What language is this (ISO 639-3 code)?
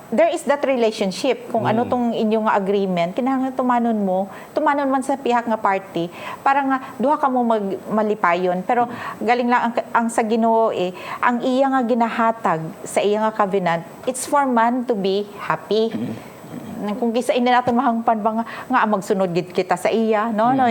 hil